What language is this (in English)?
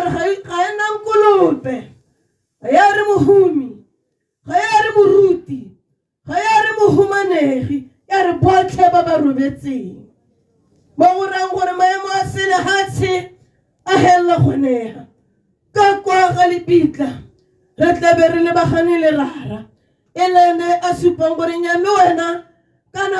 Tswana